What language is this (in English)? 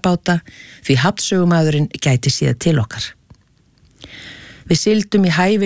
Icelandic